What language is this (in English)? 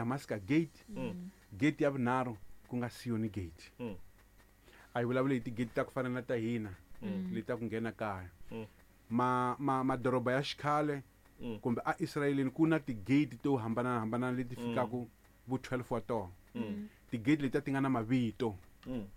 Tsonga